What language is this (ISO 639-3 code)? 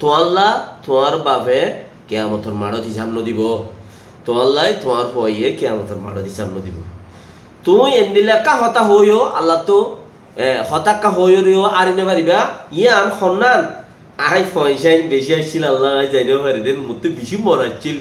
rhg